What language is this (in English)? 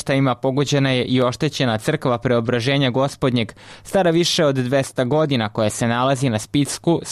Serbian